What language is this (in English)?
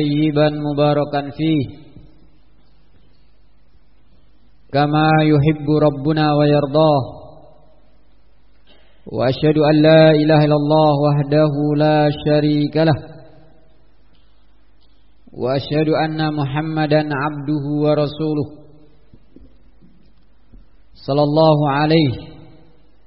Indonesian